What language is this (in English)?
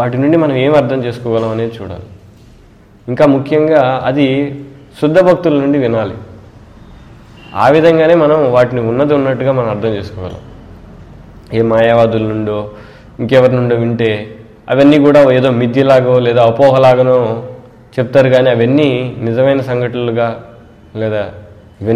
Telugu